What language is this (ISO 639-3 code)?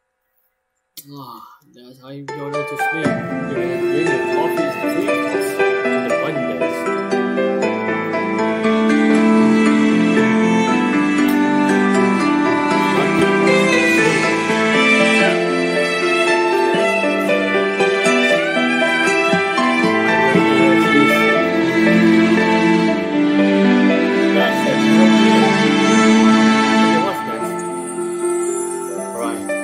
eng